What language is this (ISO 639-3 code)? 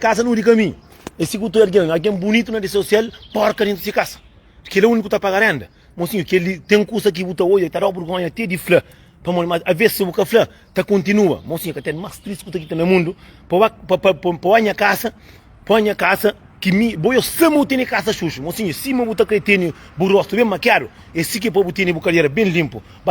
kea